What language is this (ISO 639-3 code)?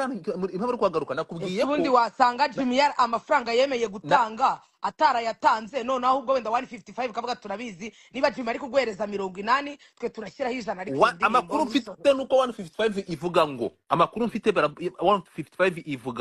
kin